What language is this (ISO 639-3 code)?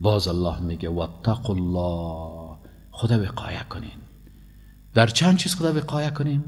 fas